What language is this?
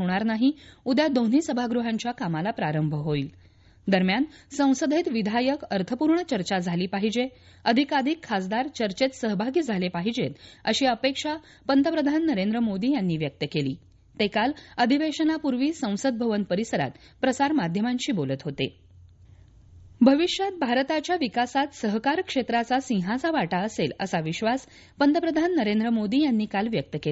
Marathi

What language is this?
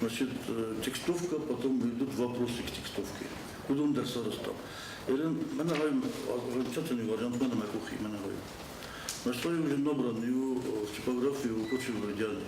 Ossetic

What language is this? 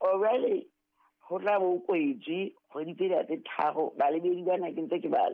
Southern Sotho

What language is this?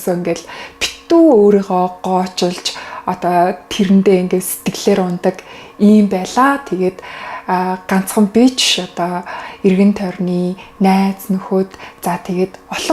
Mongolian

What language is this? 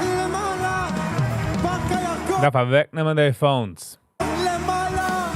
Yiddish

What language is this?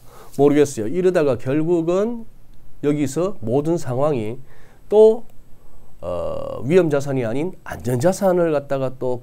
Korean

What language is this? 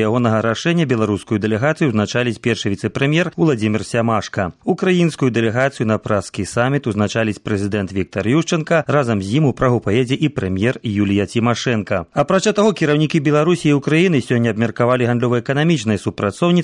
Belarusian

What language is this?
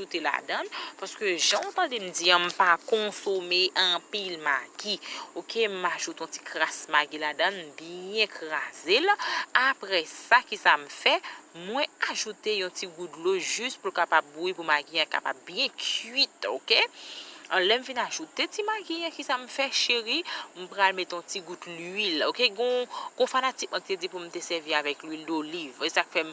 Haitian Creole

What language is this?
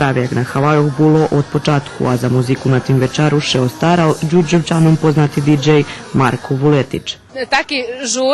Rusyn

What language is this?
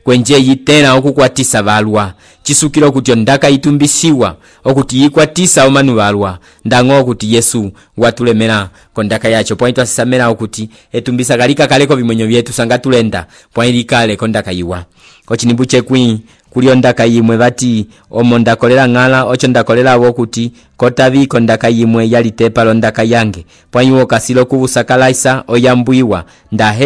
Umbundu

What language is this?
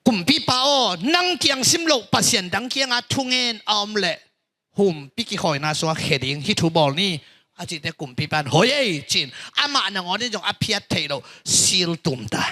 Tedim Chin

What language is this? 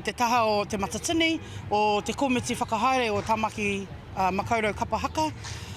Māori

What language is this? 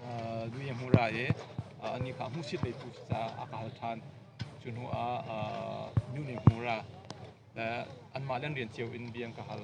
Hakha Chin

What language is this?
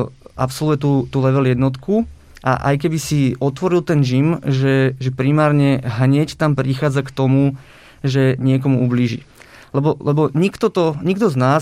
Slovak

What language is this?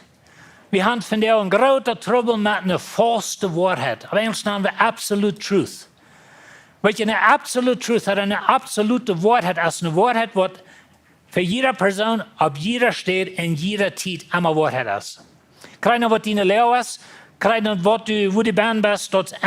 Plautdietsch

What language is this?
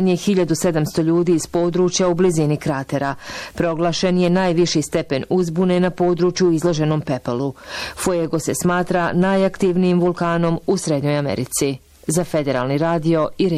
Bosnian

